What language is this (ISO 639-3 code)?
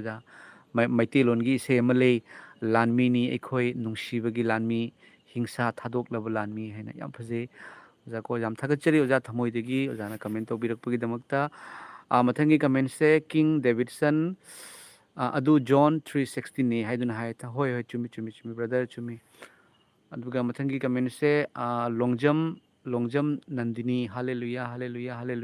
mni